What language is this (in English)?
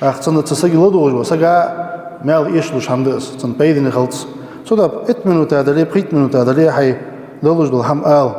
Ingush